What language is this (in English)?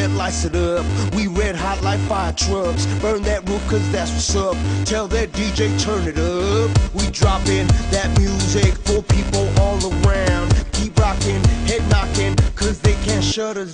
English